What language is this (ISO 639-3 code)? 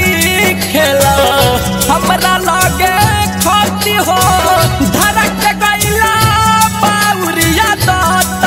bho